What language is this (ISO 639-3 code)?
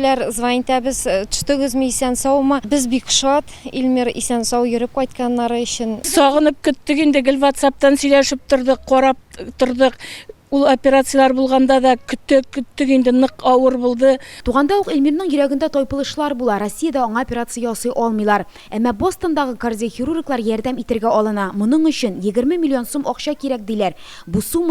tat